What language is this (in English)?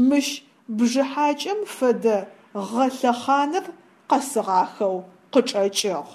Adyghe